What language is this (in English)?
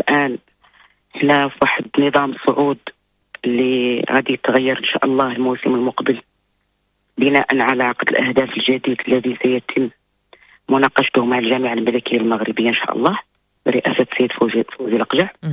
Moroccan Arabic